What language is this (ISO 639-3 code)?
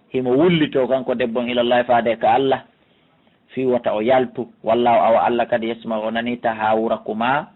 ful